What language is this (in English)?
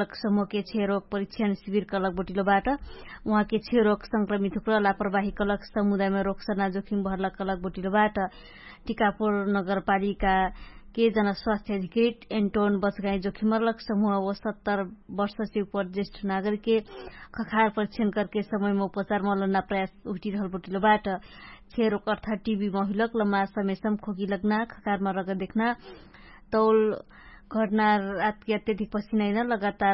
Dangaura Tharu